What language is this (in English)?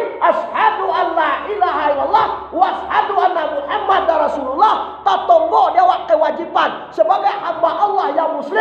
Minangkabau